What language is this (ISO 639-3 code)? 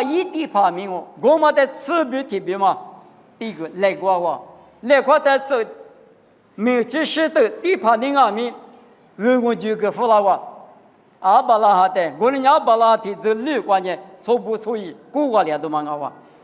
lis